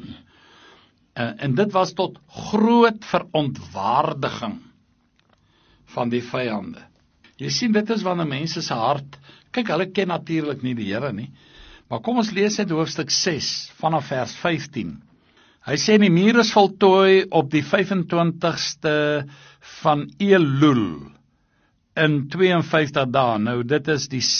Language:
Afrikaans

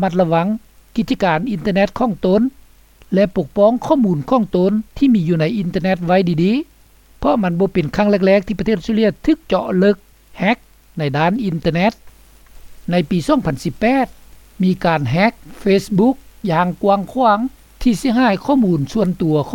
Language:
Lao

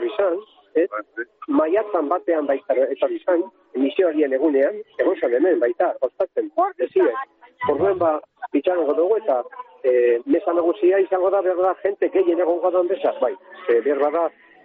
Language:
Basque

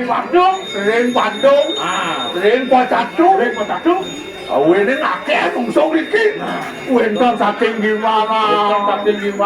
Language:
Balinese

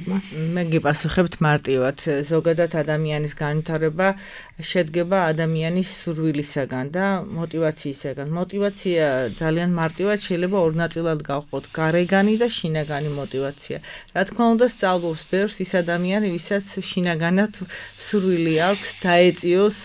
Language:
Georgian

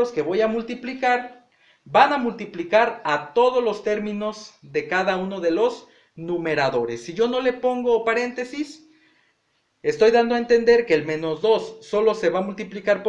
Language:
Spanish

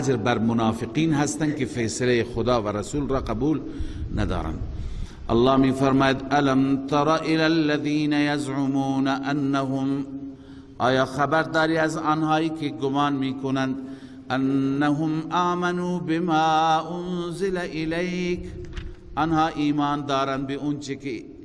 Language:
Persian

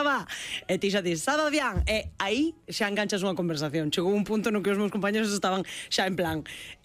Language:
Galician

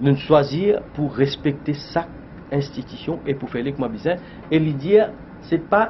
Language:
Morisyen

